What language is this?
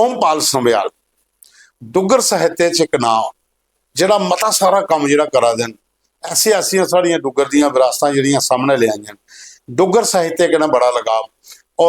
Dogri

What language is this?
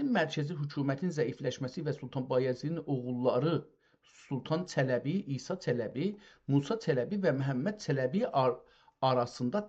South Azerbaijani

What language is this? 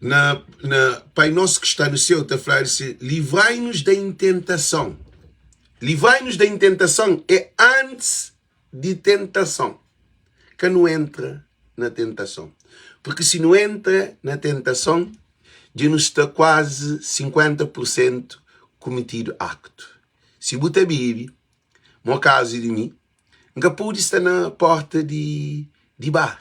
Kabuverdianu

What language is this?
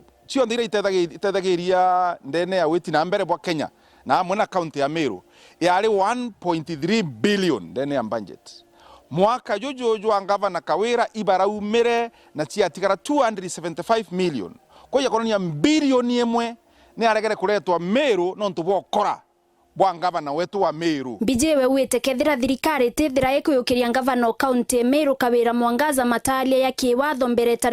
Meru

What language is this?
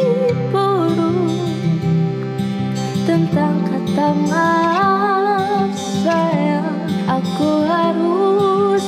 Indonesian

